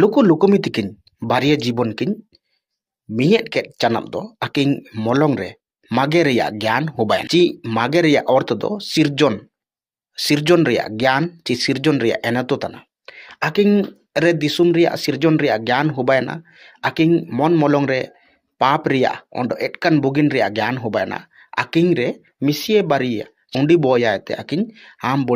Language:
Ho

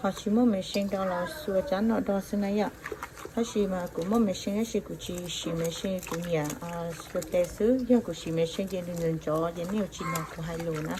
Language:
Hmong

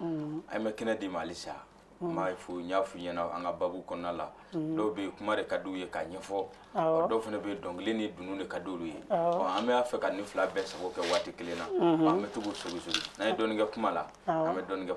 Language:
Bambara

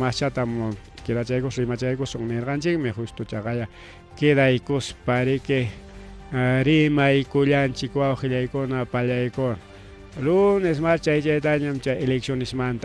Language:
Ayacucho Quechua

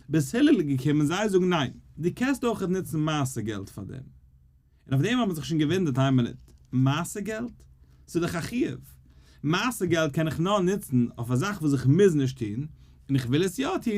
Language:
Yiddish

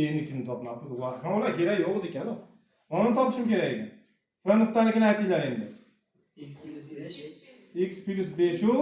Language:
Uzbek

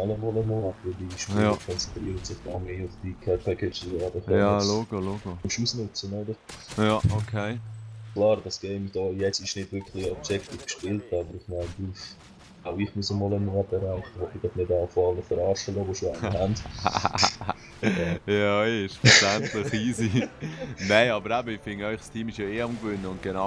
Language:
Swiss German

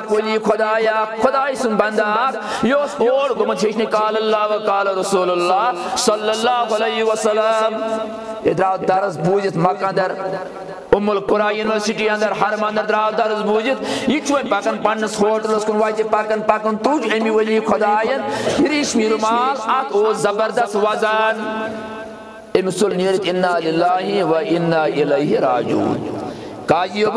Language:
Kashmiri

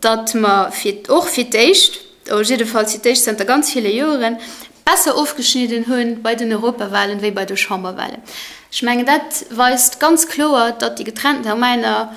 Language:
Luxembourgish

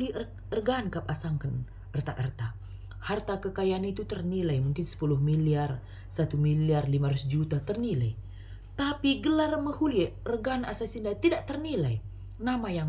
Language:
Batak Karo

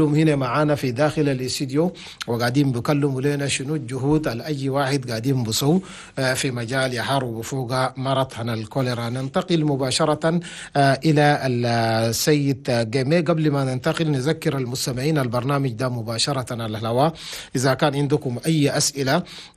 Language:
Chadian Arabic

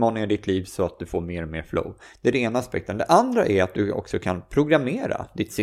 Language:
Swedish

